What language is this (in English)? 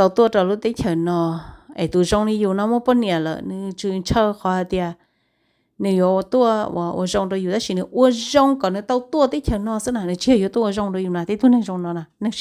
Hmong